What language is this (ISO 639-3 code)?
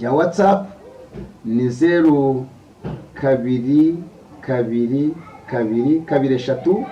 kin